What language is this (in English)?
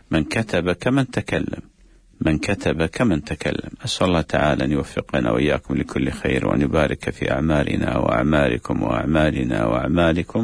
Arabic